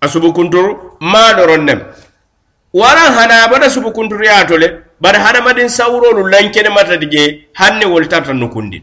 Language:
Mandingo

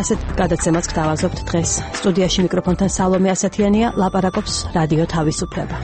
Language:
Georgian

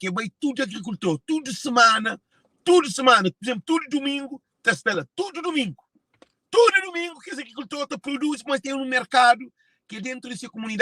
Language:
Kabuverdianu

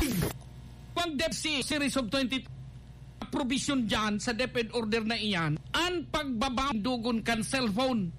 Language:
Bikol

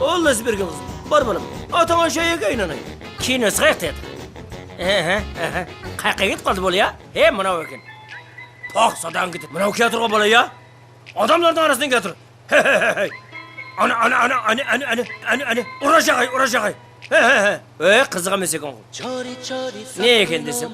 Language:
Kara-Kalpak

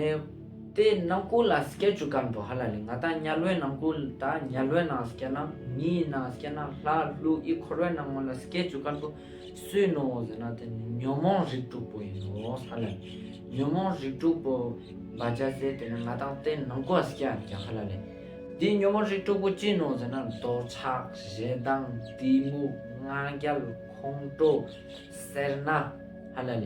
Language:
Ladakhi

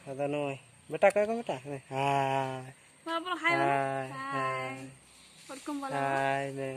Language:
Santali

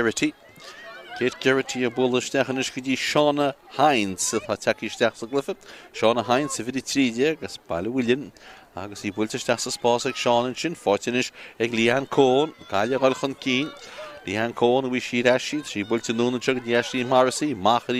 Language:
Irish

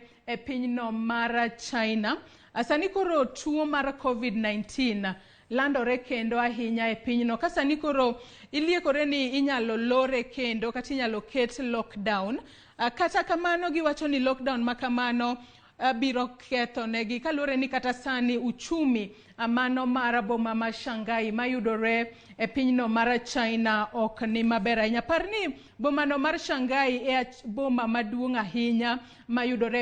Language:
Luo (Kenya and Tanzania)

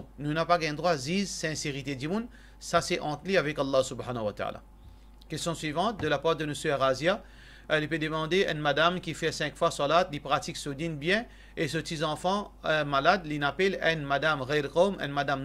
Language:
Morisyen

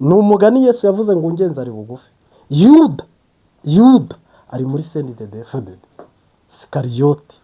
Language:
Kinyarwanda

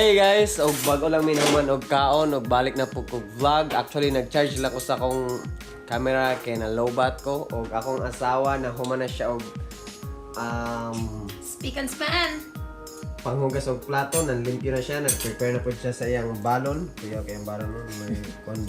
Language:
Cebuano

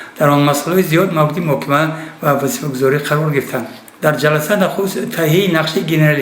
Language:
Tajik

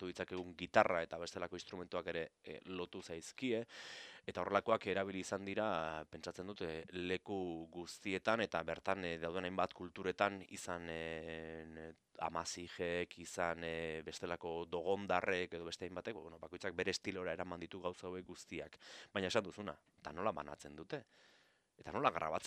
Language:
Basque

